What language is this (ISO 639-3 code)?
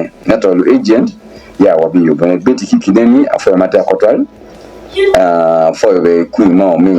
ach